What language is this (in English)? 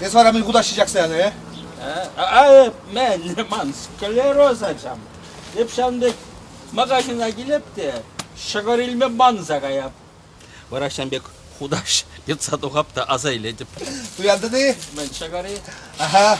Chuvash